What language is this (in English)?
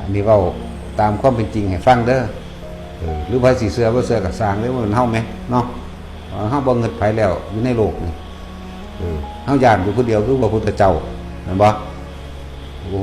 Northeastern Thai